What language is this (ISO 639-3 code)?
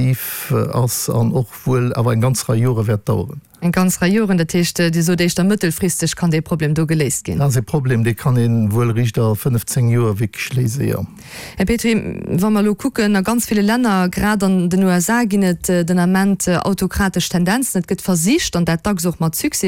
ltz